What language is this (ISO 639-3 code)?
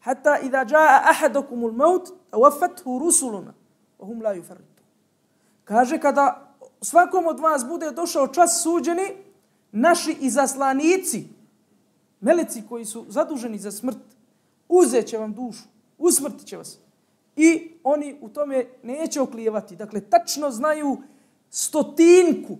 bos